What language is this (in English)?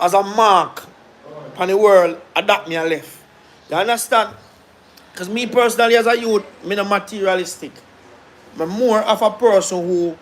Jamaican Creole English